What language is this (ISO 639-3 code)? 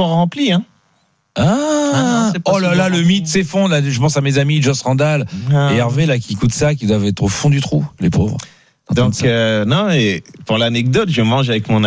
fra